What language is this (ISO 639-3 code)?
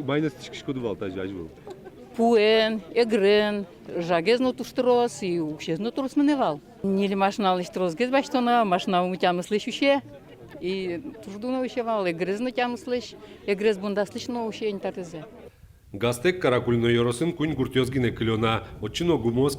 udm